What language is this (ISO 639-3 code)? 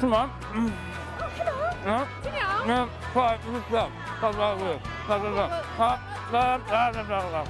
cym